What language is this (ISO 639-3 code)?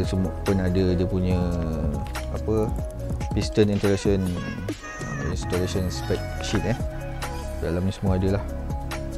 msa